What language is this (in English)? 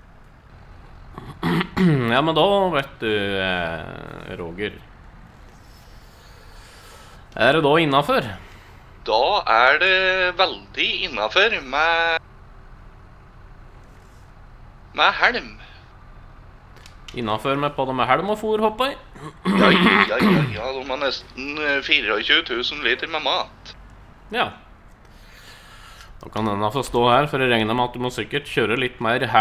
Norwegian